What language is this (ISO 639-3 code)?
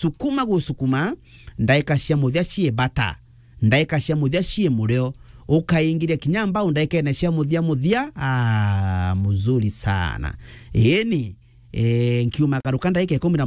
mer